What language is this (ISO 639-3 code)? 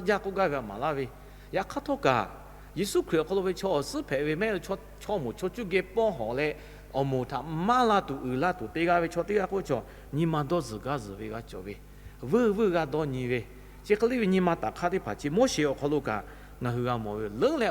lhu